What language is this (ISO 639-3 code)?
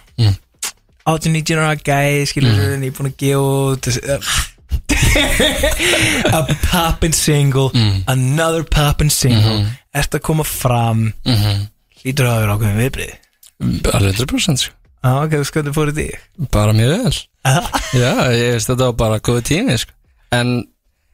isl